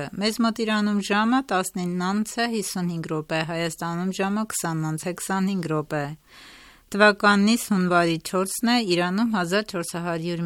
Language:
Armenian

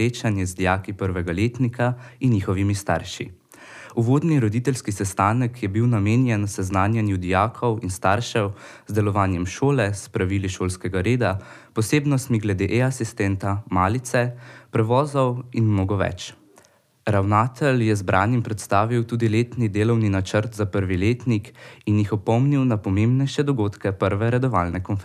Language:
Slovenian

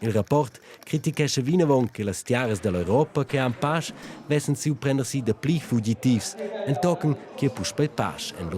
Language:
Romansh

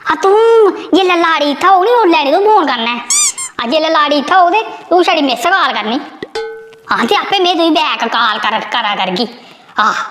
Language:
Dogri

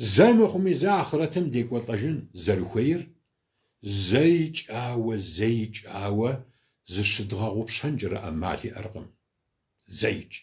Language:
Kabardian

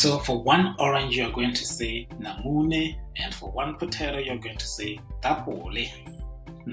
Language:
Tswana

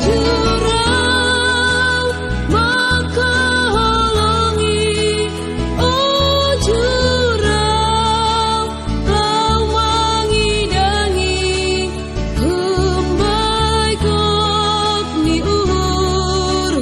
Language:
Batak Simalungun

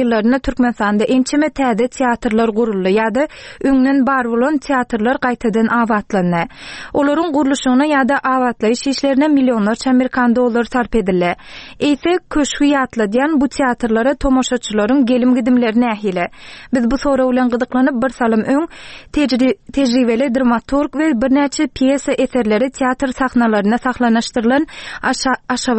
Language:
Turkmen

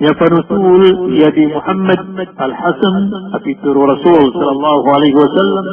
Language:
Maranao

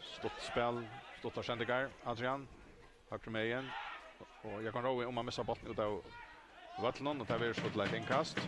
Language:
Faroese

